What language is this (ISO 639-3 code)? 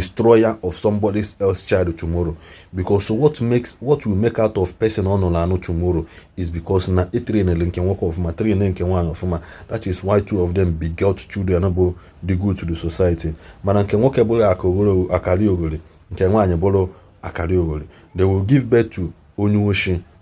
ibo